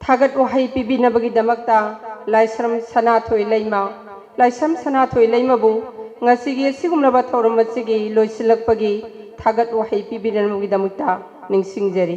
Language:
Manipuri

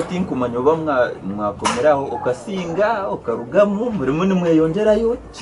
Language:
Nyankole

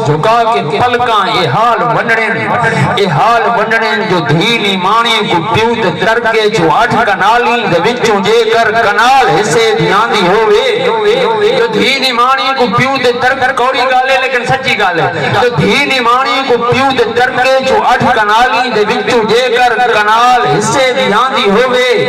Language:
Saraiki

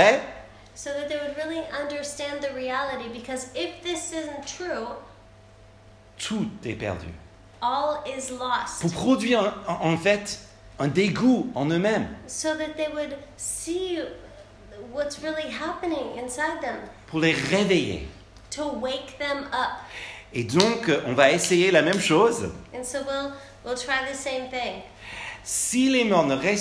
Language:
French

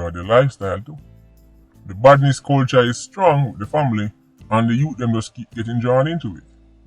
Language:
Jamaican Creole English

